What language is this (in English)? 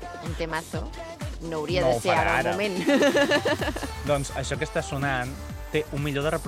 Catalan